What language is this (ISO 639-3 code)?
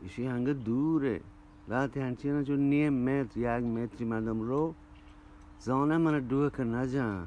bgp